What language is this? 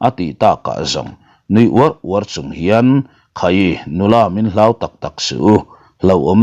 Mizo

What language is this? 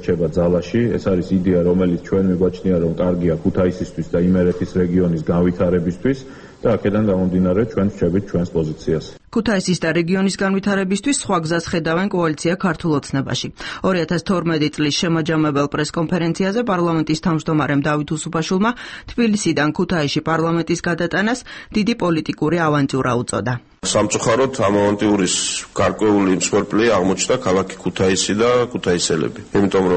Georgian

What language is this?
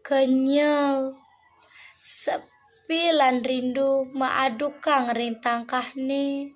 Balinese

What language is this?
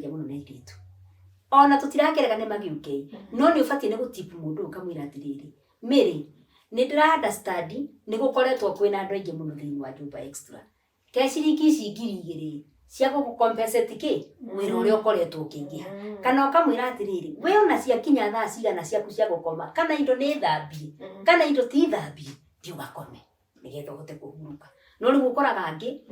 Kikuyu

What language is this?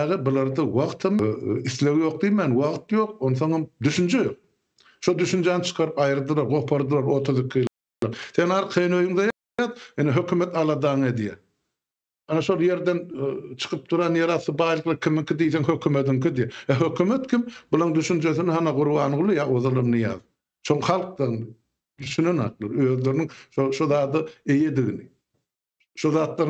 Turkmen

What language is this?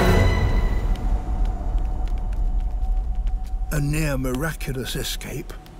English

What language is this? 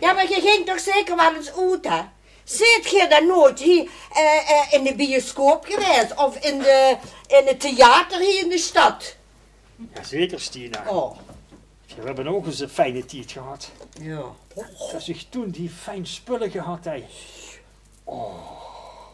Limburgish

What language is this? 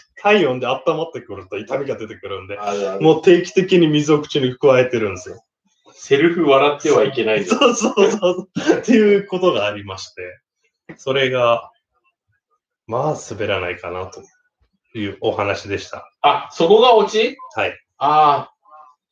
Japanese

